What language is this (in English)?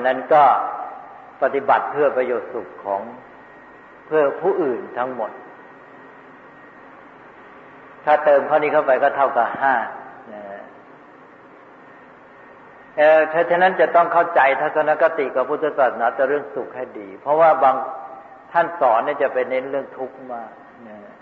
Thai